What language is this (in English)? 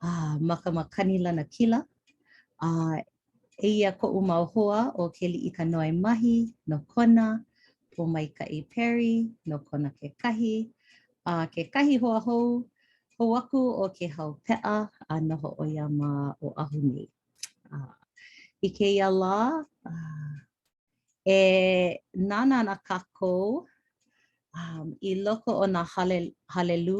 Hawaiian